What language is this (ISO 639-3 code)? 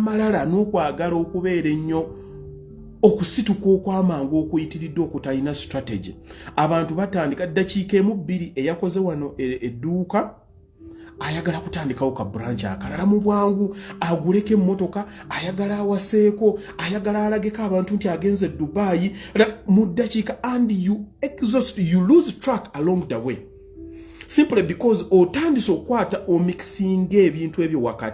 lug